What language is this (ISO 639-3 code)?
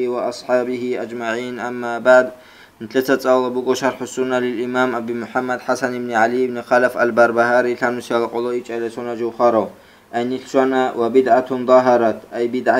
ava